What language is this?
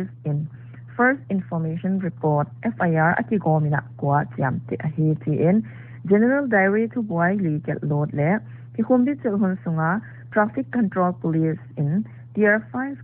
Paite Chin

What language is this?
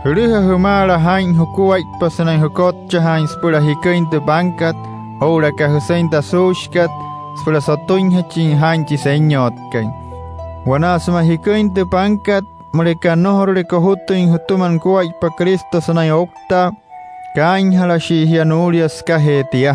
Wayuu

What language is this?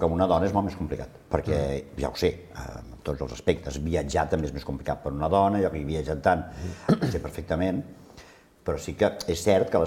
Catalan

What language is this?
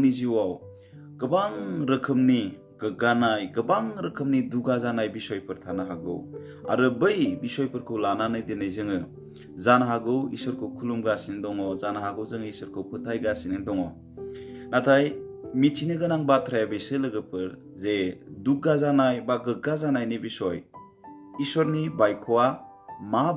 Bodo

